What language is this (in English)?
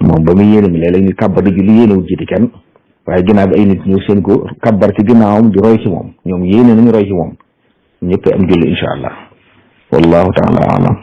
Wolof